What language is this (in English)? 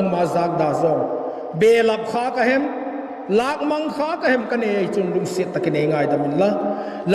Vaiphei